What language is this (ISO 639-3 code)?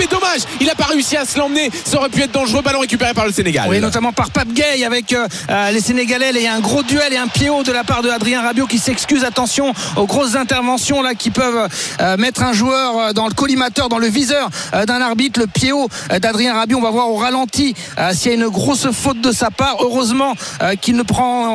fra